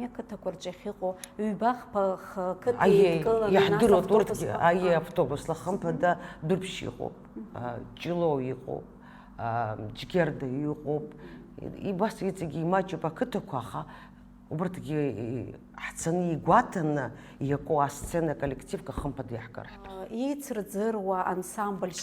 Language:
Abkhazian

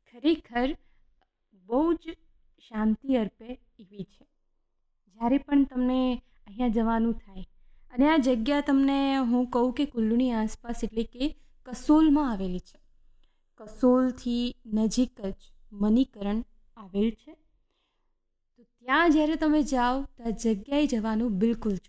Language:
Gujarati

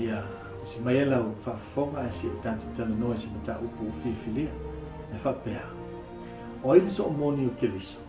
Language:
Samoan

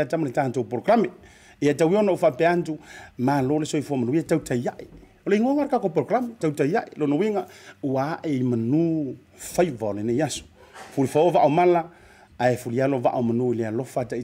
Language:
Samoan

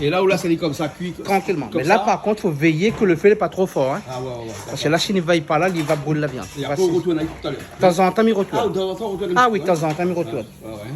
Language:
Réunion Creole French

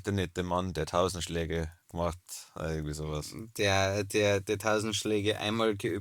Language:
Bavarian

